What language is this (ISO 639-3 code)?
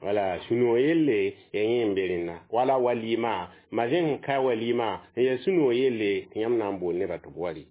mos